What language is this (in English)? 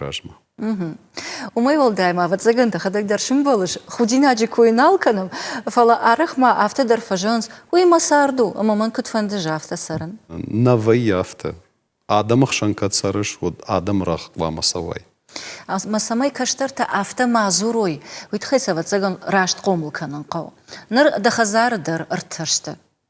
Ossetic